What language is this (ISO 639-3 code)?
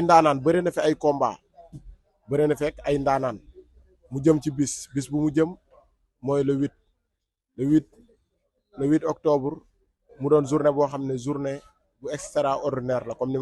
wol